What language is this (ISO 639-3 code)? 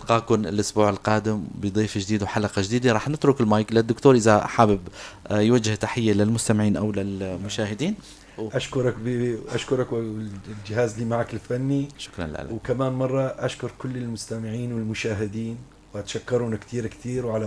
apc